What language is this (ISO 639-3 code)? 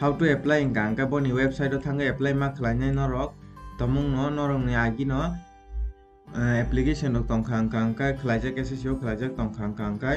trp